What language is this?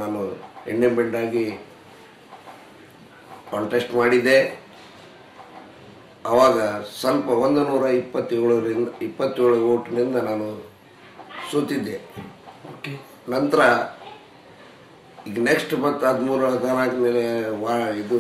Kannada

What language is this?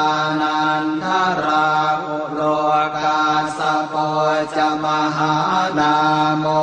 Pali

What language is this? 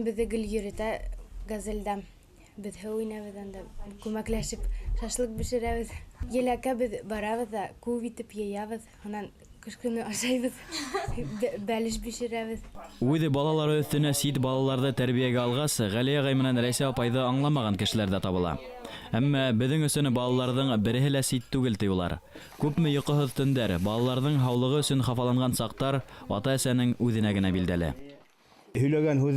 Bashkir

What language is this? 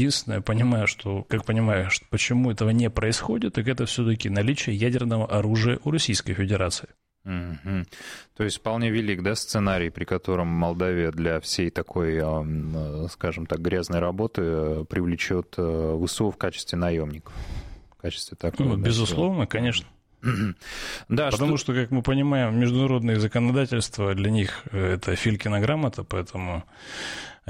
Russian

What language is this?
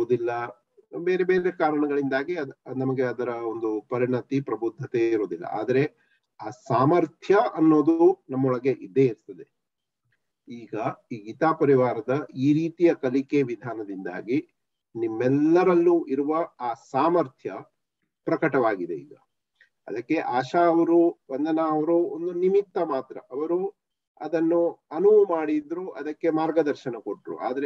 Kannada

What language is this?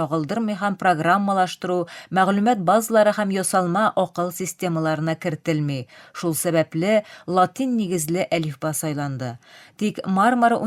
Tatar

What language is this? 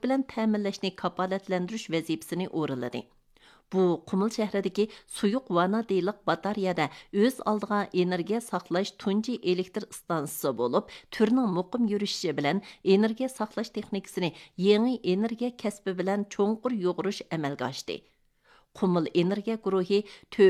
Uyghur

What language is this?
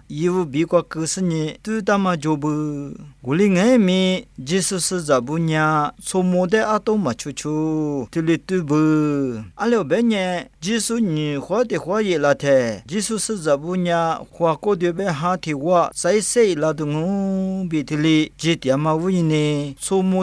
Lisu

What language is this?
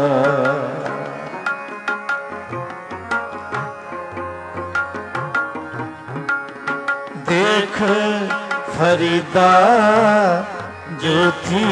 Punjabi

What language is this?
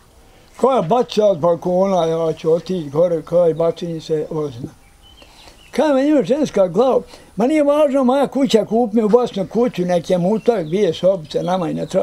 Bosnian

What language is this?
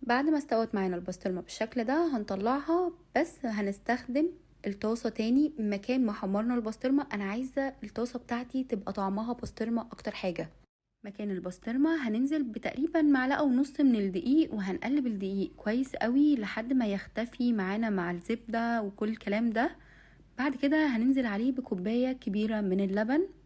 Egyptian Arabic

